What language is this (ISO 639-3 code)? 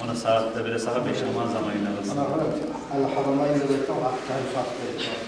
kum